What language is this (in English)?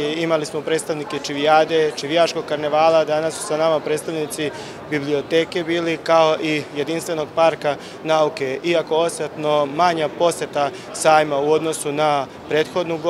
Serbian